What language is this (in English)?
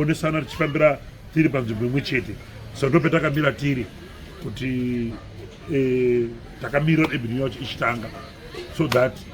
Shona